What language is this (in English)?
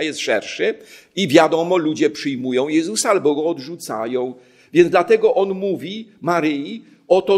Polish